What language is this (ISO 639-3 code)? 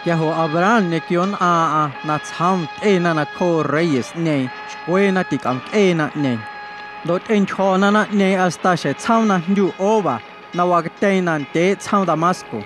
amu